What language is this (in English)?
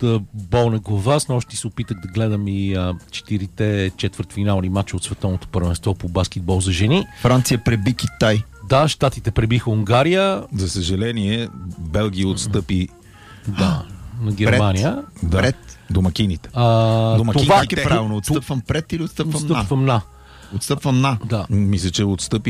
Bulgarian